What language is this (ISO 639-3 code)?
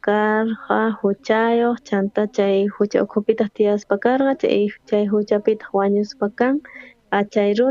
quh